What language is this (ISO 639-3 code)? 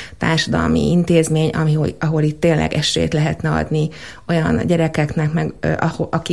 hun